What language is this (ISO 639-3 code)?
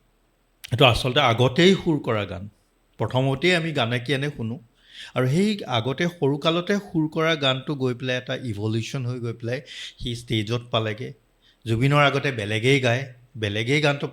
asm